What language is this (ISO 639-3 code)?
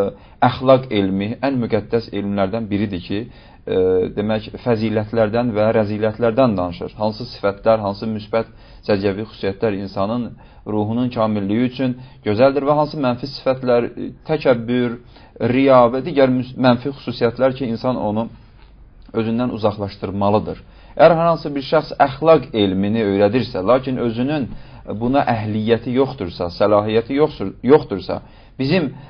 aze